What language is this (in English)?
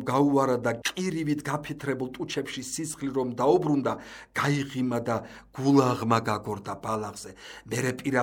Georgian